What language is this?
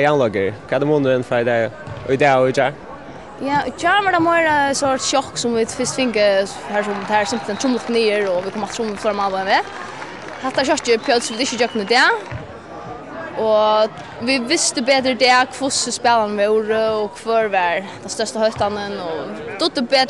Faroese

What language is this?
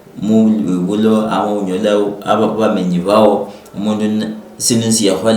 Luyia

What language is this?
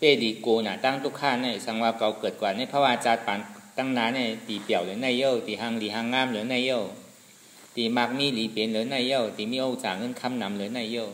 Shan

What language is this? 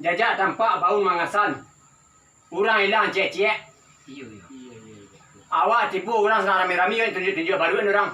Minangkabau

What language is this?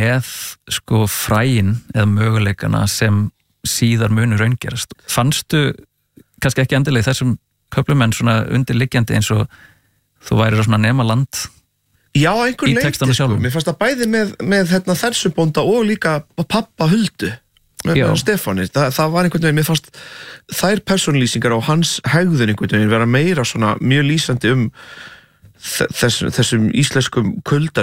Icelandic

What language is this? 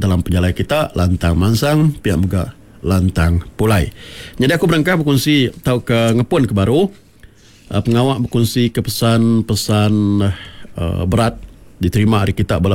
Iban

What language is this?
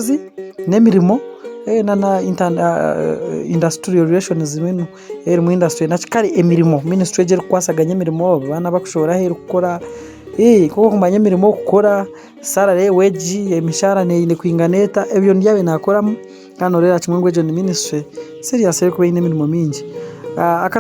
Nyankole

